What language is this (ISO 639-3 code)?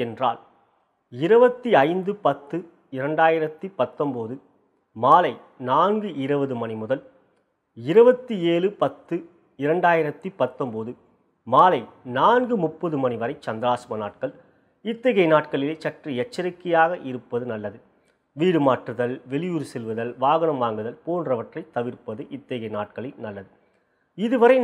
tam